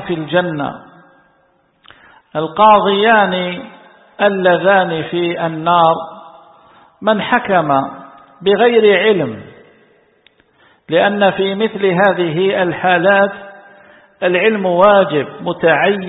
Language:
Arabic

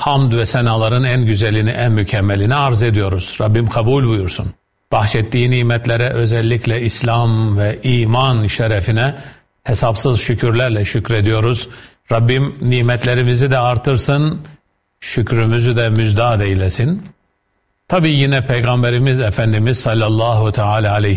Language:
Turkish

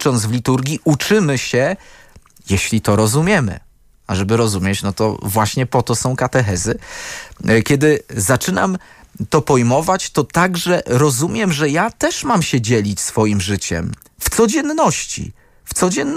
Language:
Polish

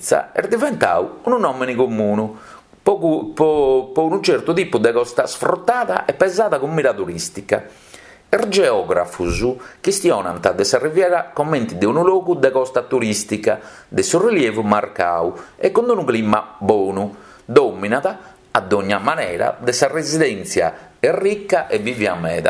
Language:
Sardinian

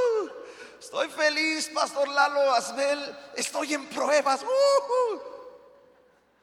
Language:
Spanish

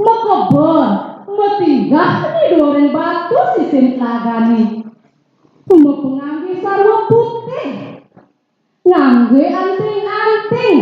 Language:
Balinese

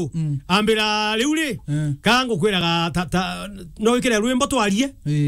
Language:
Meru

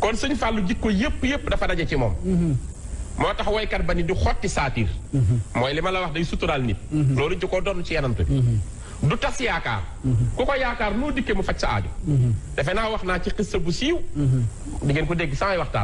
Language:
Wolof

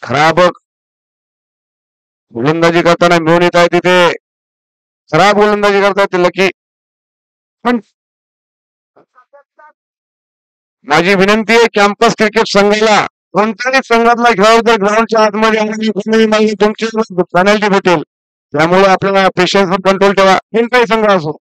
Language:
Marathi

